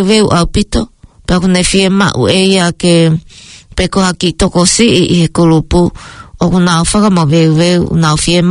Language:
Tongan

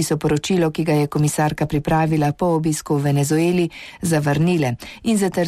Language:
Slovenian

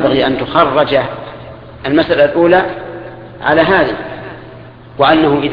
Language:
Arabic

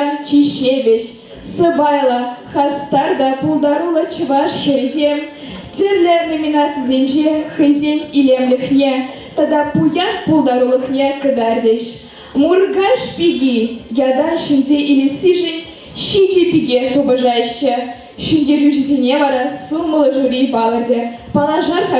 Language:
Chuvash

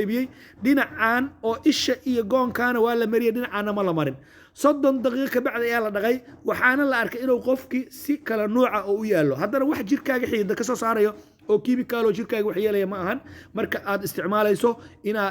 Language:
Somali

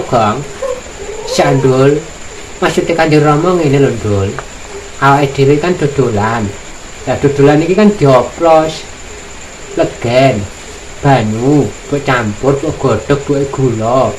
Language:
Javanese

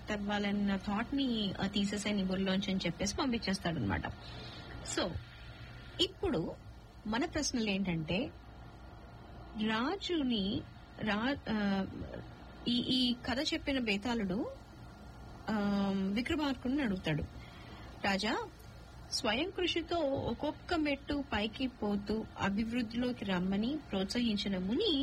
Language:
Telugu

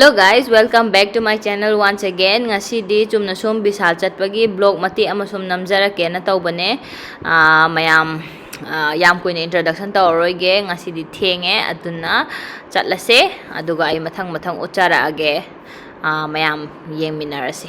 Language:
Manipuri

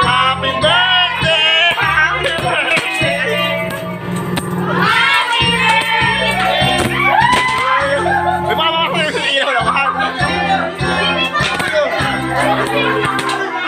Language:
Filipino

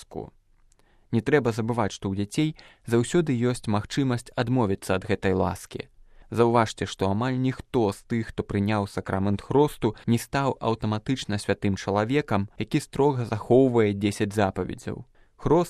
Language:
Belarusian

